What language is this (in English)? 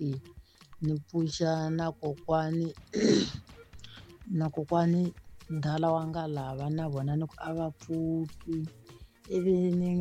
Tsonga